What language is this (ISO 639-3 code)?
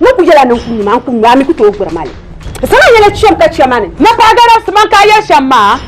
dag